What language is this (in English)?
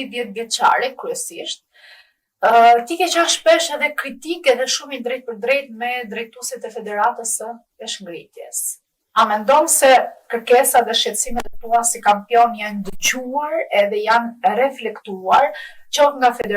Albanian